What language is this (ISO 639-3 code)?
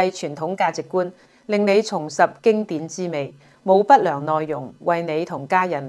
yue